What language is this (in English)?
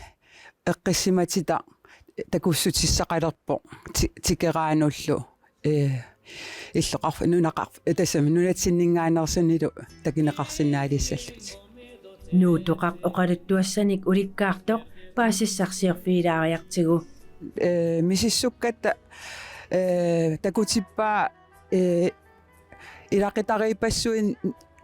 Kalaallisut